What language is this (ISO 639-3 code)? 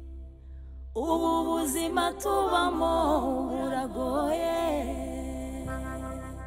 kin